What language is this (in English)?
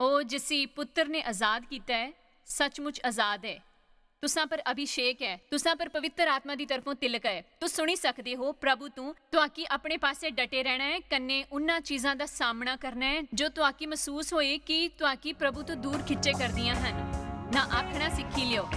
Dogri